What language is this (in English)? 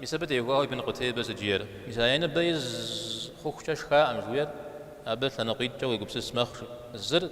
Kabardian